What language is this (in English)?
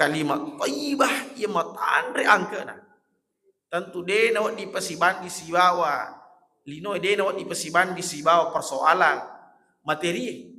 Buginese